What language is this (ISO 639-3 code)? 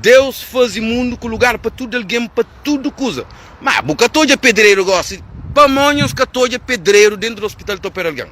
kea